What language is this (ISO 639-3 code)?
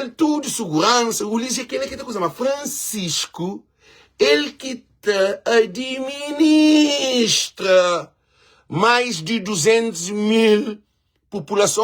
kea